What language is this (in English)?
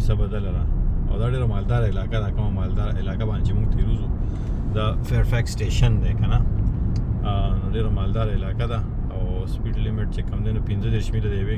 Pashto